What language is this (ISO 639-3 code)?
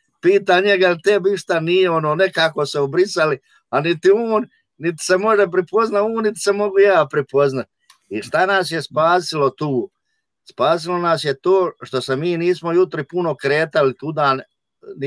hrv